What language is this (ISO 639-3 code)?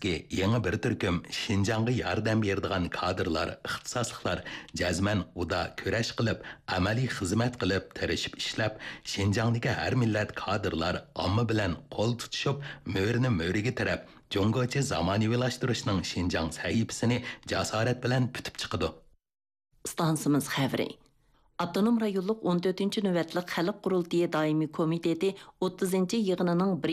uig